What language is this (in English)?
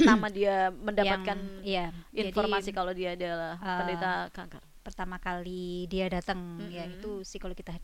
Indonesian